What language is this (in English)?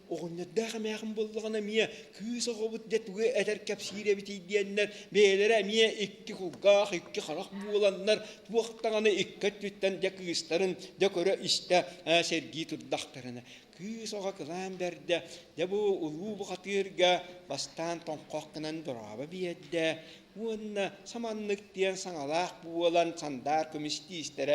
Yakut